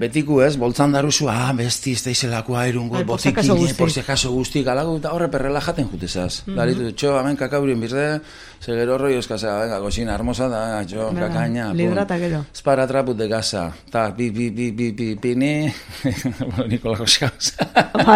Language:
Basque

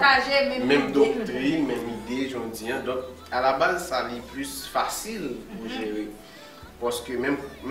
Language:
Haitian Creole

